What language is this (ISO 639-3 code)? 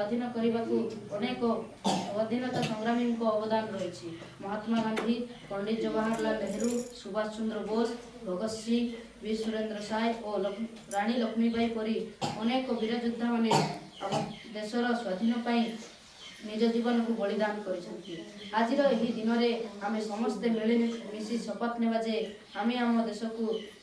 ori